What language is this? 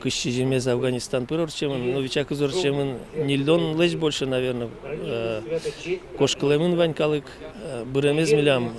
Udmurt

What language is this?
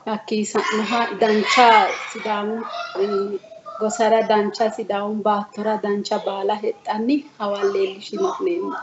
Sidamo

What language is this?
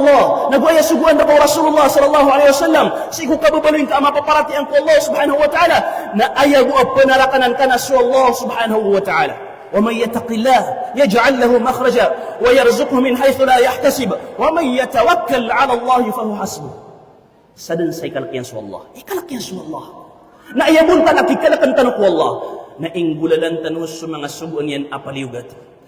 Maranao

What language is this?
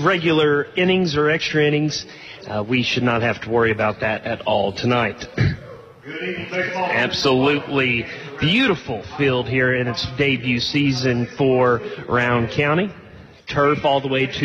English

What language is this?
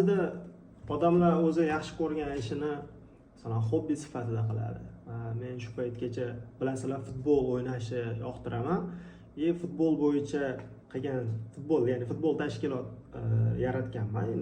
Uzbek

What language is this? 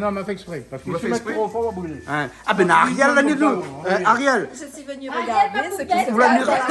Réunion Creole French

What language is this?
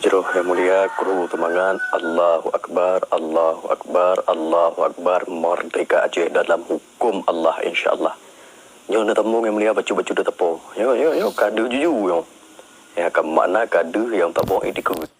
Achinese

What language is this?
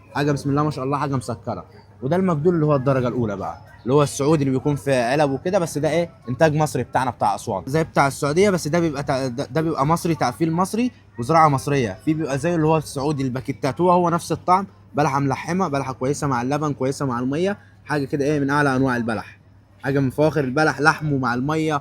Egyptian Arabic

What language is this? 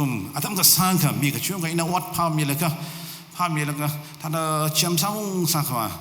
Tangkhul Naga (India)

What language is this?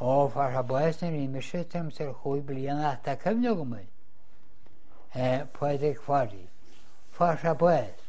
Irish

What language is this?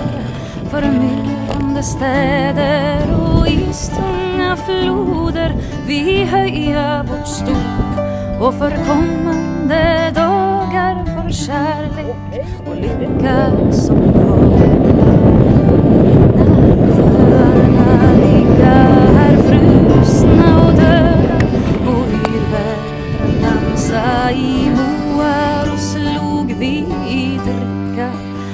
Swedish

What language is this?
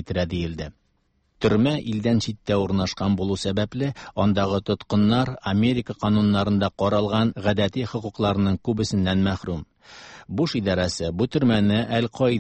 Tatar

